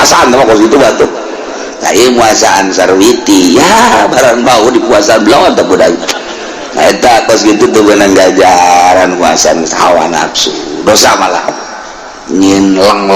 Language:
Sundanese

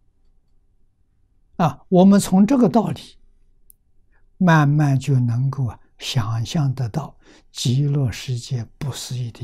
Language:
Chinese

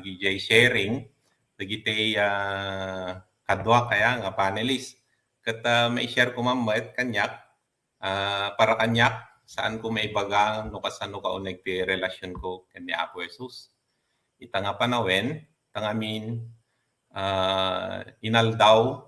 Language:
Iloko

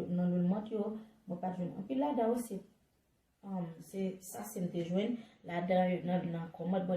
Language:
Haitian Creole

